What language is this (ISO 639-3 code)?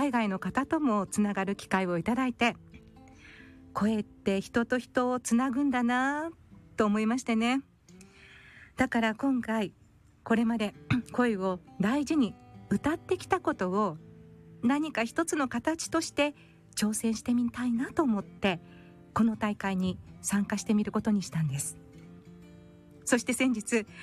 jpn